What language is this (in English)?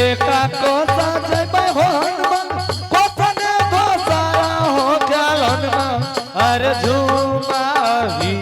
Angika